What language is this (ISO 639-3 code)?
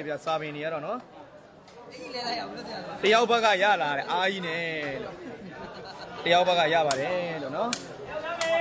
mya